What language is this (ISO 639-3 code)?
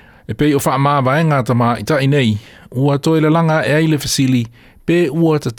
smo